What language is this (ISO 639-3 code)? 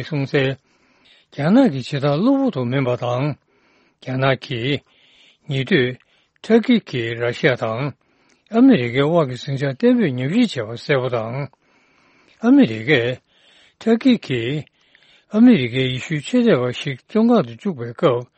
bod